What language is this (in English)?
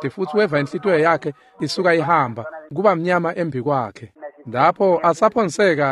Swati